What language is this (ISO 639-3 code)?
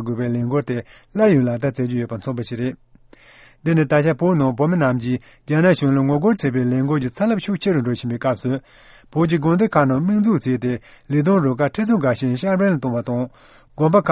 bod